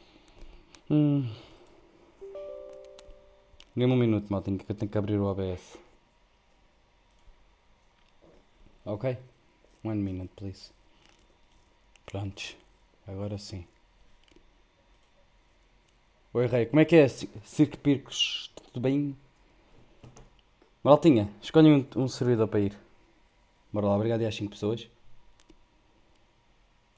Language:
Portuguese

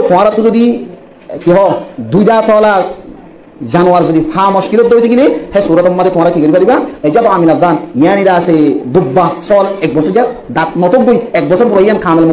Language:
Rohingya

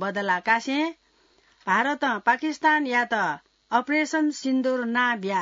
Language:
Newari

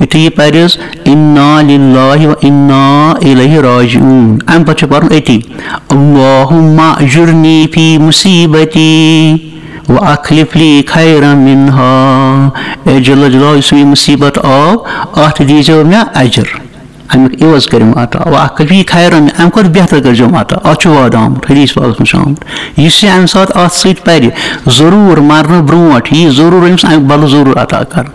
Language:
Kashmiri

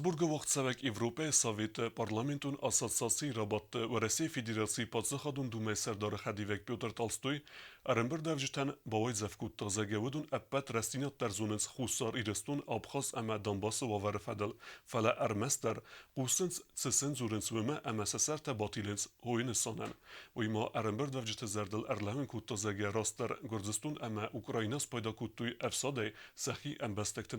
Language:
Ossetic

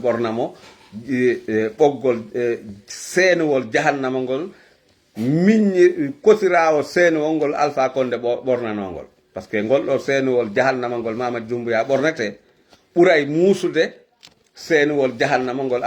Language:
Fula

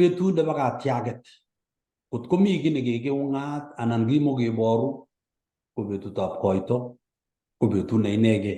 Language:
Kalenjin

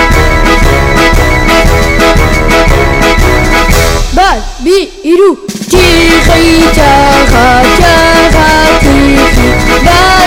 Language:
Basque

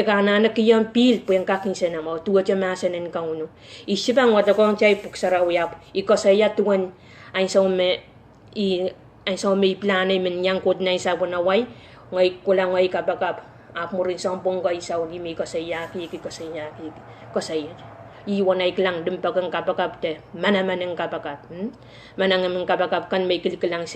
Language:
Pohnpeian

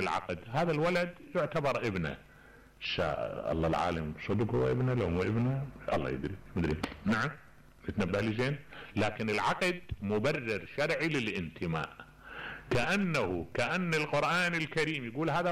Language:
Mesopotamian Arabic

